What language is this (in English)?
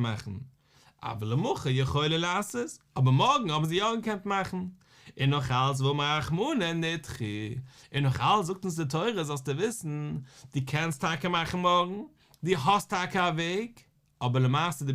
Yiddish